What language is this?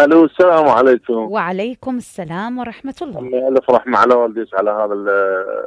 Mesopotamian Arabic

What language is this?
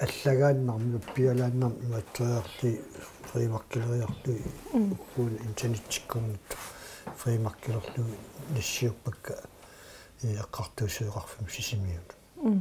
Kalaallisut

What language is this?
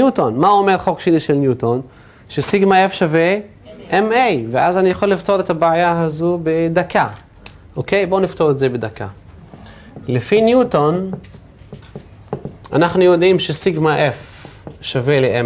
Hebrew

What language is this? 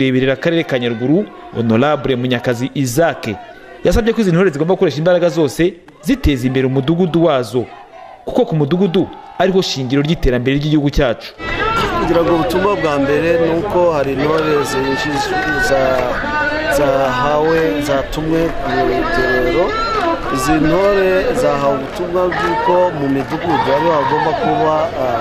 Kinyarwanda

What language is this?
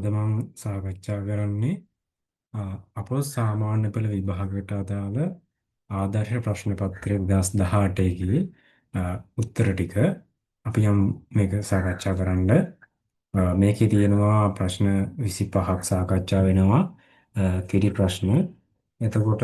Sinhala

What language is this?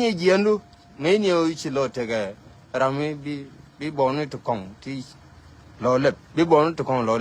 Nuer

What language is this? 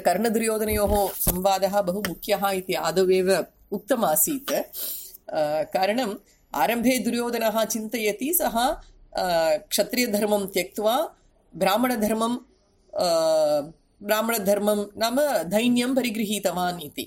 Sanskrit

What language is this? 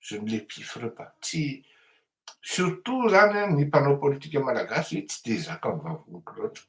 Malagasy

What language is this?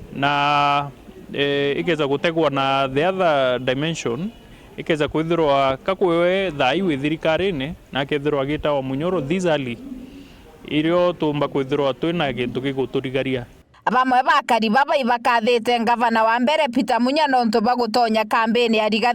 Meru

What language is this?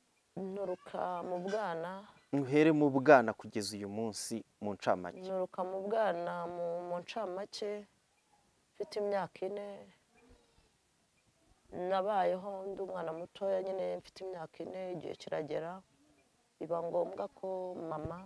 Kinyarwanda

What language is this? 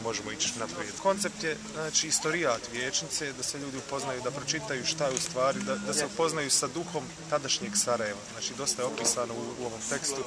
Bosnian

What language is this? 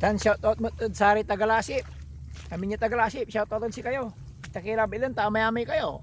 Pangasinan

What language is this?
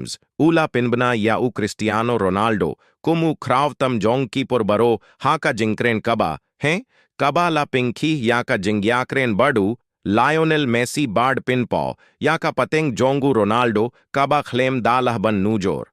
Khasi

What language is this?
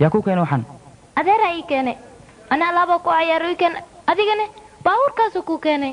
Somali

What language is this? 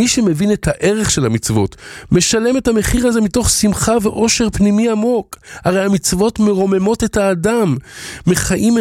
Hebrew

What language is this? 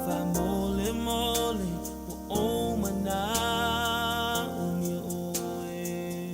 Samoan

